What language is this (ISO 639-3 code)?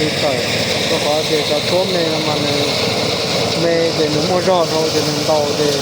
hmn